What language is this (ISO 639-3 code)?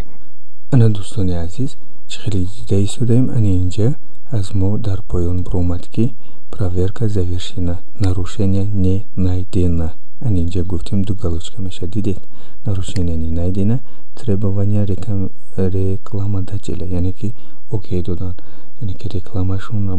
tgk